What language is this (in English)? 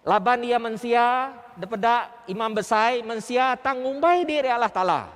Iban